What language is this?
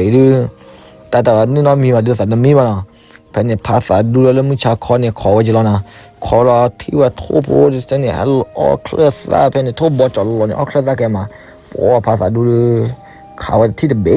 S'gaw Karen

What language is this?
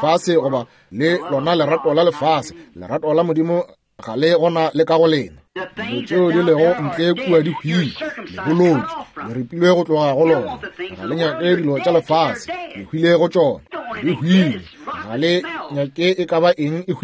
Northern Sotho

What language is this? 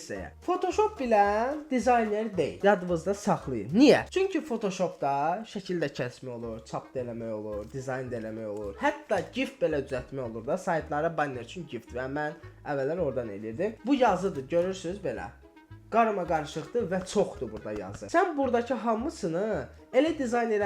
Azerbaijani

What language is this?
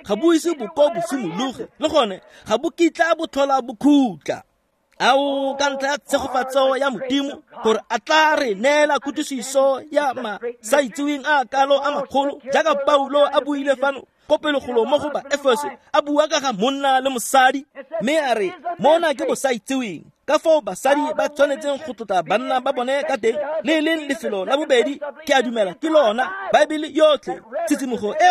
Tswana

